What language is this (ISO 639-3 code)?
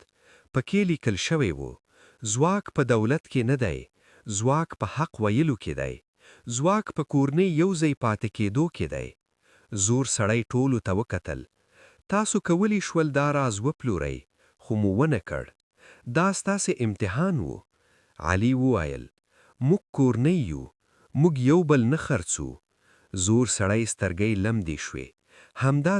pus